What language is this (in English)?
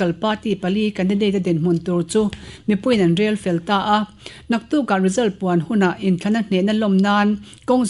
Mizo